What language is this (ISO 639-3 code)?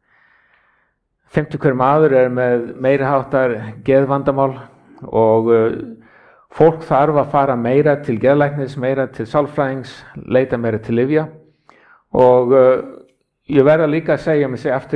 isl